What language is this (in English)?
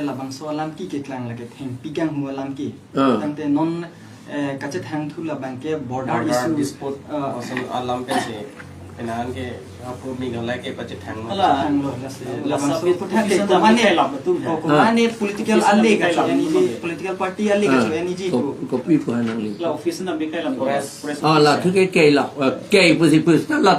Karbi